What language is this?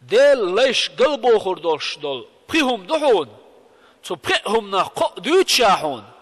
Chechen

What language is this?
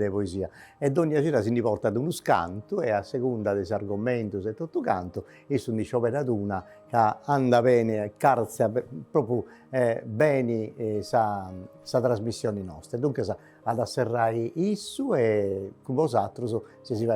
Sardinian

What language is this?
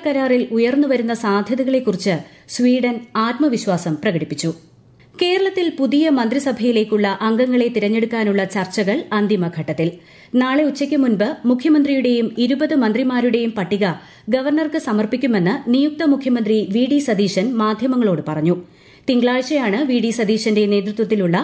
Malayalam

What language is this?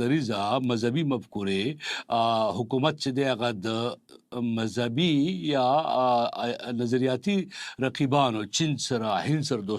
Pashto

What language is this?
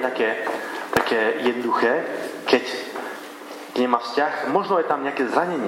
Slovak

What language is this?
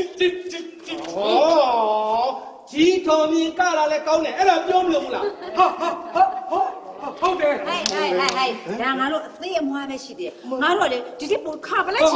Burmese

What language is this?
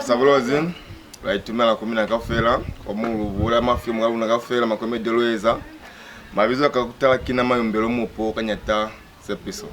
Lozi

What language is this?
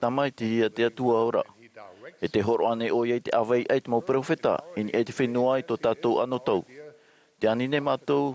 Tahitian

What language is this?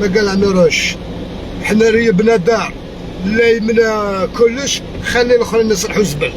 Algerian Arabic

